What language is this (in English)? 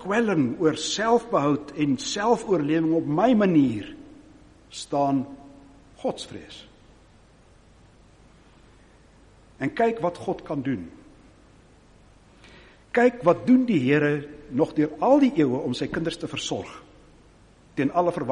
Afrikaans